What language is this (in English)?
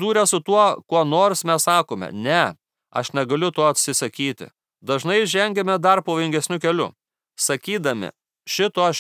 Lithuanian